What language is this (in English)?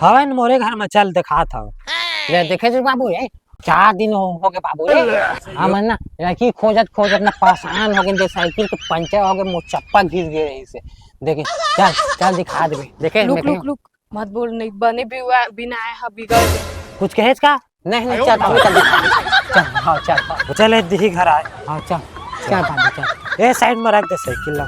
Chhattisgarhi